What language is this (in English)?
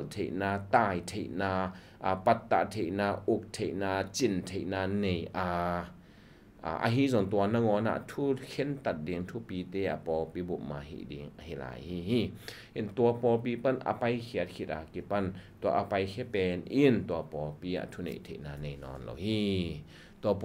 Tedim Chin